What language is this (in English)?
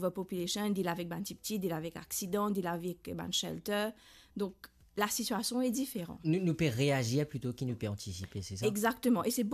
Morisyen